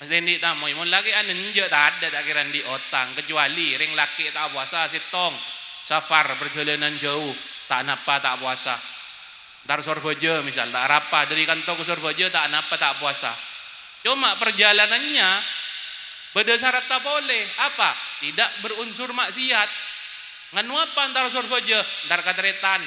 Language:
Madurese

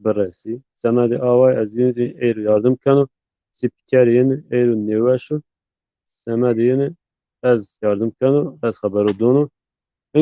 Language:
Zaza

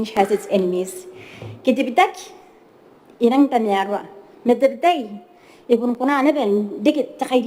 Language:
Gilbertese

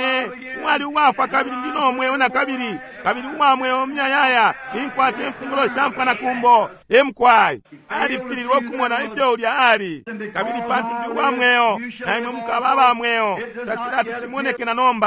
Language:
Bemba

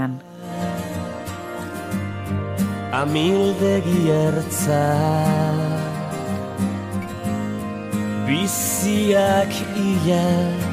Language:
Basque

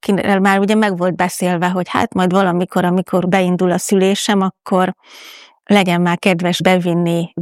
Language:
Hungarian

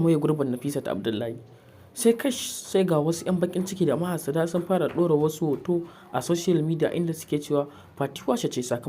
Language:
Hausa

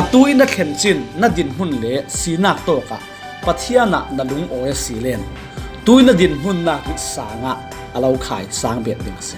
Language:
Falam Chin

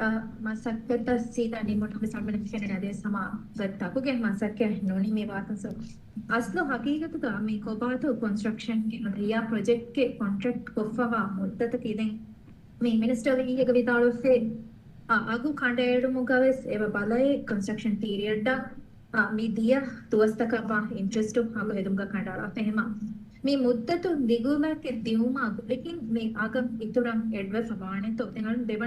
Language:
Divehi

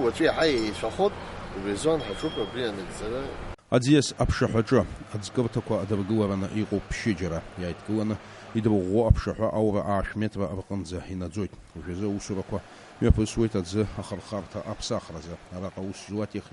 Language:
Abkhazian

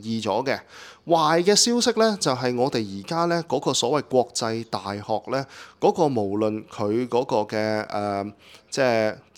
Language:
Cantonese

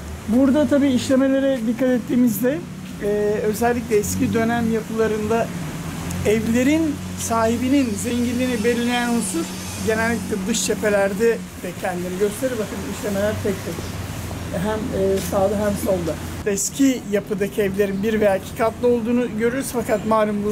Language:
Turkish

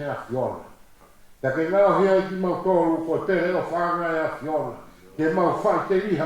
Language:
Tongan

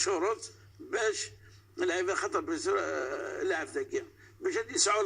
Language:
Kabyle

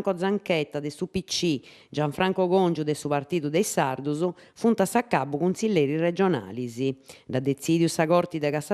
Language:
Sardinian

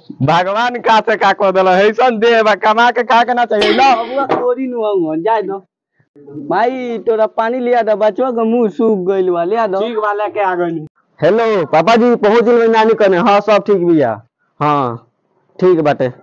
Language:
Bhojpuri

